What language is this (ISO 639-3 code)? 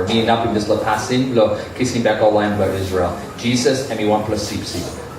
tpi